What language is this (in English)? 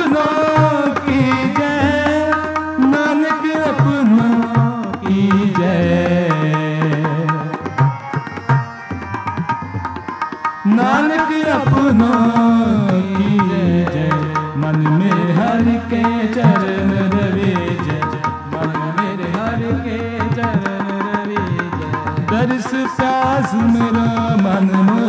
Hindi